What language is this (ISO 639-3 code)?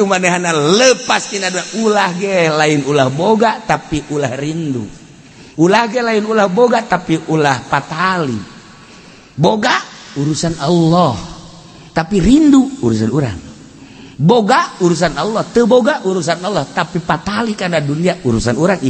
sun